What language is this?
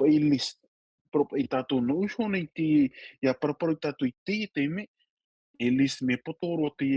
Tahitian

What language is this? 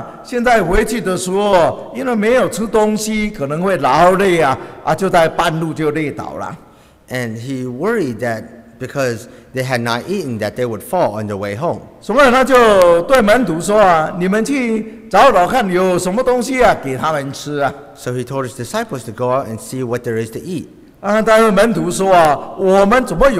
Chinese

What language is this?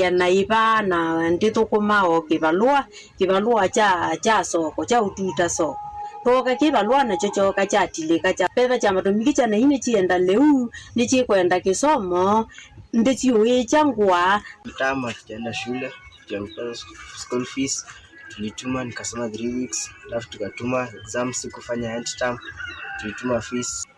Kamba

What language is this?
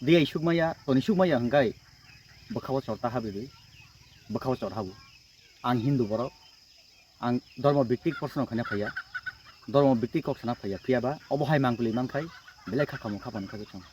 Kok Borok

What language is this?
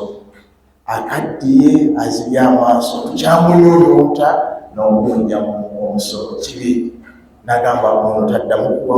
Ganda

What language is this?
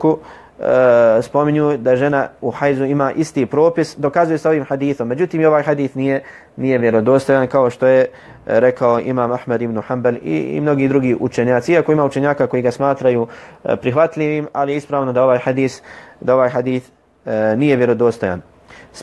Bosnian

